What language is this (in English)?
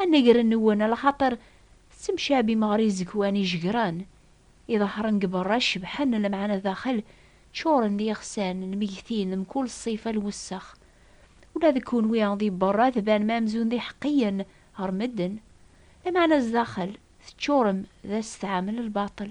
Kabyle